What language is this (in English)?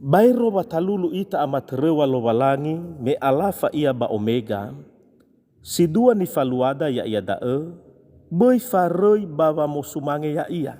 Nias